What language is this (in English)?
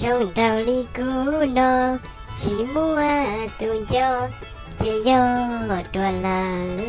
Hmong